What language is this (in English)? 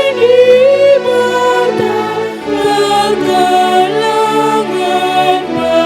Batak Karo